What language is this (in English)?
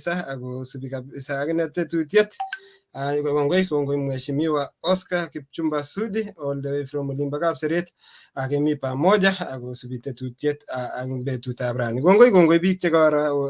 Kalenjin